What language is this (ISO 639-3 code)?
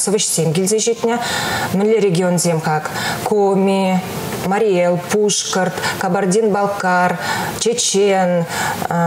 chv